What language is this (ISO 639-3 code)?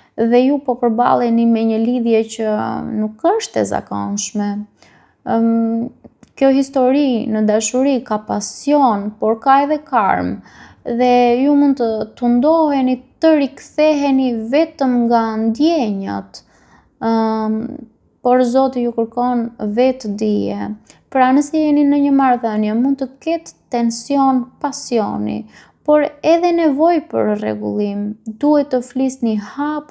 sqi